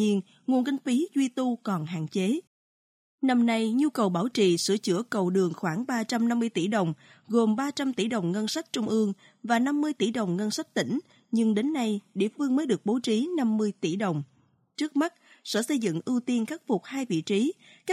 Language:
Vietnamese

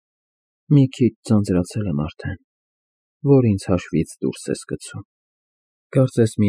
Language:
Armenian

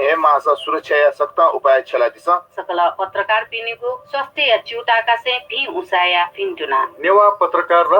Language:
Newari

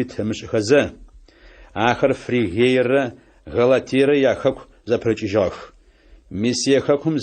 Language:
Adyghe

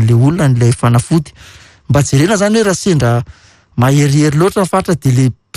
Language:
Malagasy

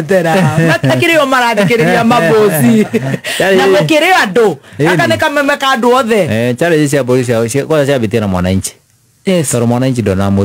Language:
Kikuyu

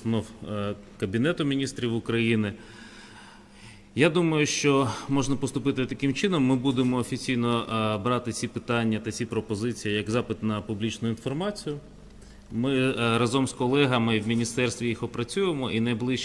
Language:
Ukrainian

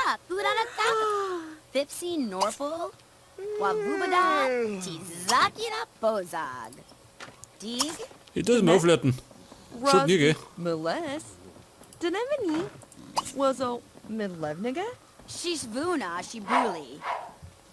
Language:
Bavarian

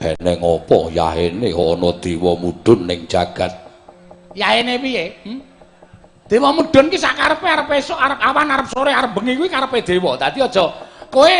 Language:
Javanese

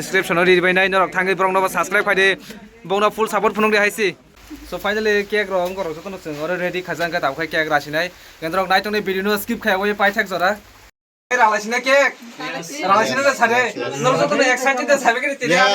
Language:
Kok Borok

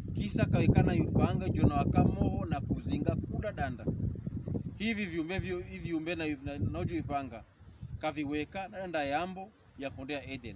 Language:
Pokomo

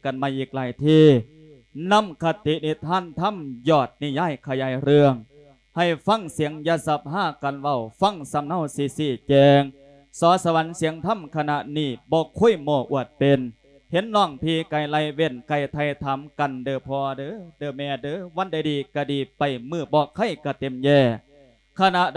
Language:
Lao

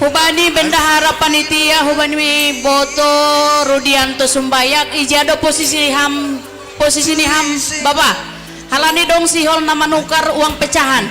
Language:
Batak Simalungun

